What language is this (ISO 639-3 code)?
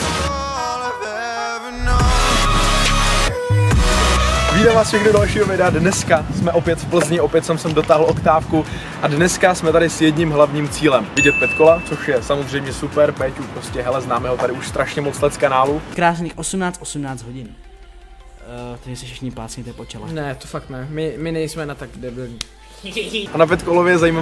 ces